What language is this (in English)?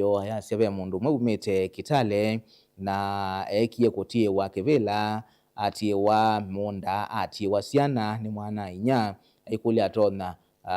Kamba